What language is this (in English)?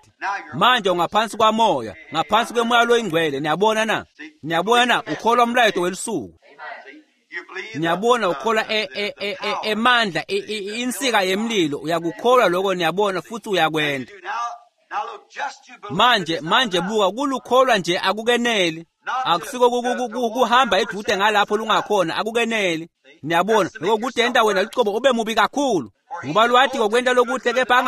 Swati